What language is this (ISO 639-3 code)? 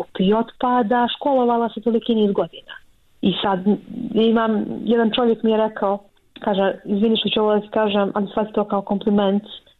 bos